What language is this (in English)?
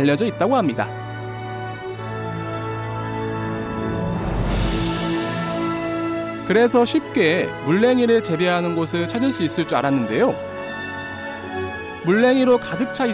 Korean